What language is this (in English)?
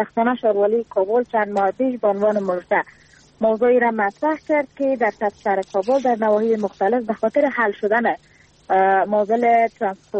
Persian